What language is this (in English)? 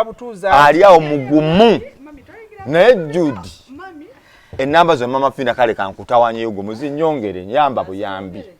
Ganda